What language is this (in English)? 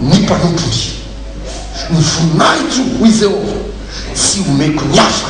Malagasy